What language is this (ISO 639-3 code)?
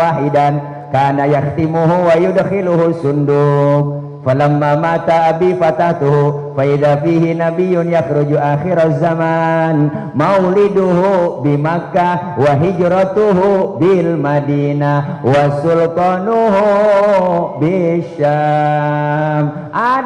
bew